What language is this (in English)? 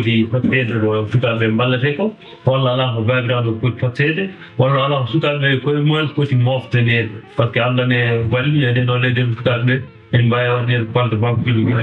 Fula